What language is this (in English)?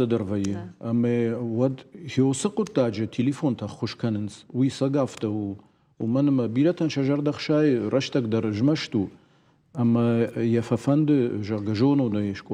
Ossetic